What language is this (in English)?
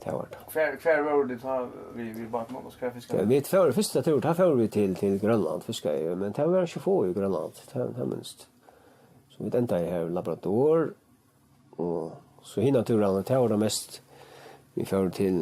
Faroese